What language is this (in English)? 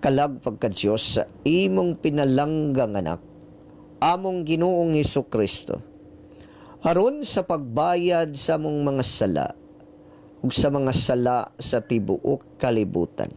Cebuano